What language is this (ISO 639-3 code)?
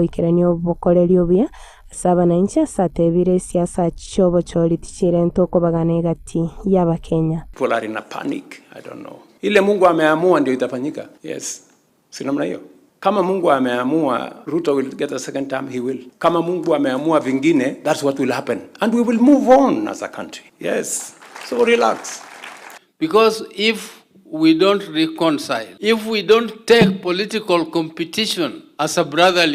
guz